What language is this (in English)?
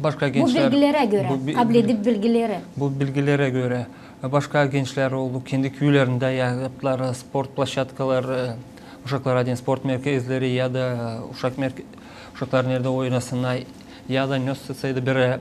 Gagauz